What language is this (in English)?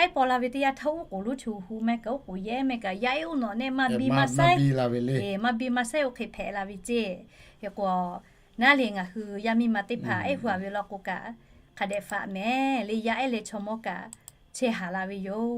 Lahu